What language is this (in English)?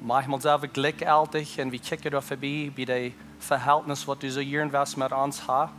Plautdietsch